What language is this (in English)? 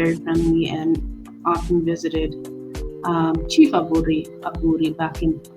Acoli